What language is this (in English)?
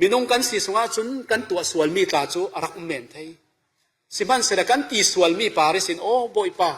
Falam Chin